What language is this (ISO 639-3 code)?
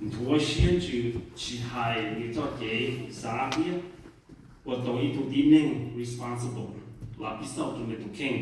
hmn